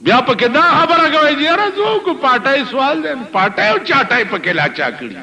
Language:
Pashto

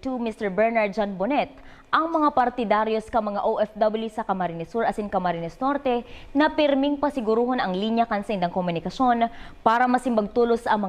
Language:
Bikol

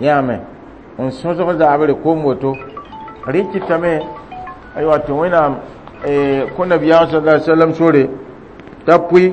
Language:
Mossi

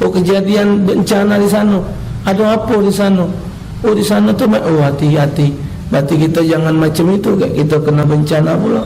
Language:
Musi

